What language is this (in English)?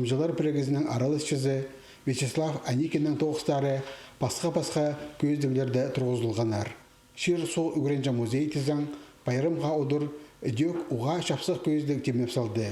Khakas